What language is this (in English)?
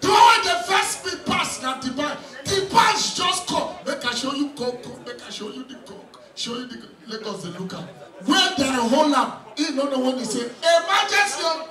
Nigerian Pidgin